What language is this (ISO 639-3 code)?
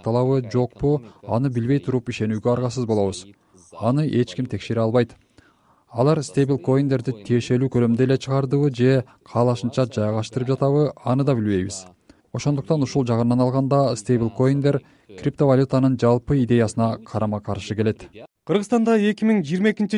kir